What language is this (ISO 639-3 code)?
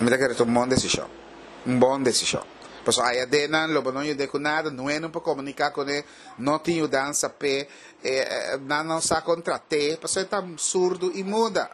pap